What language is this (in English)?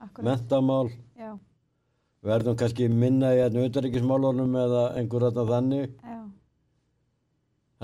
Icelandic